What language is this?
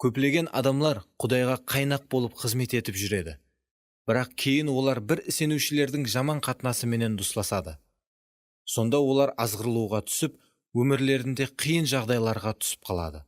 Kara-Kalpak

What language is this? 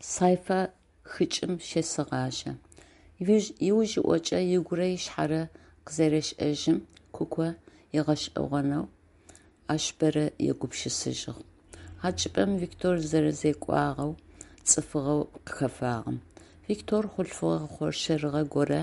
Adyghe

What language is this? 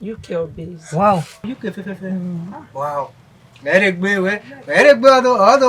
Bini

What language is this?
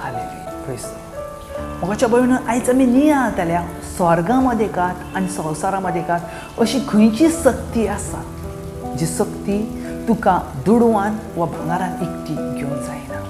Konkani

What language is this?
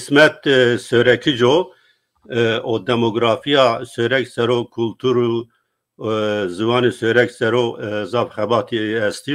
Zaza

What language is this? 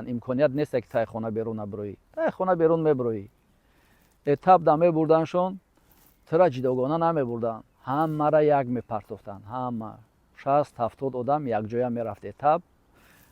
Tajik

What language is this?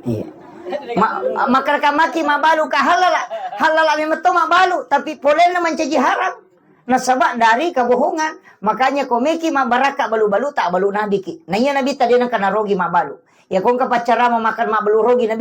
Buginese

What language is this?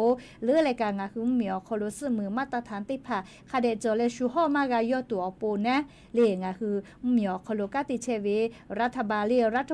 Lahu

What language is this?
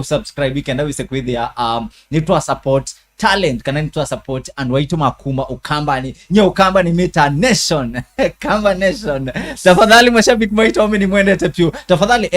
Kamba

